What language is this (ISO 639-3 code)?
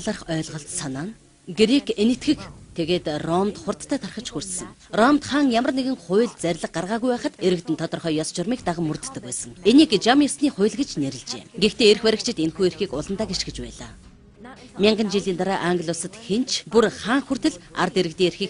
mon